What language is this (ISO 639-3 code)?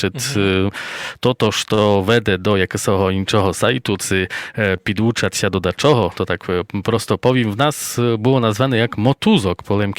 rue